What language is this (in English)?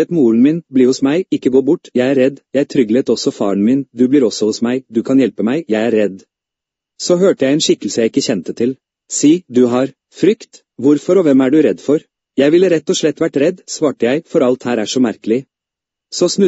Norwegian